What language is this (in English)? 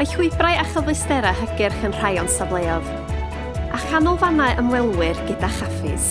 Welsh